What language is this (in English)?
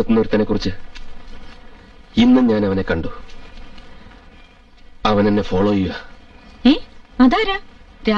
Malayalam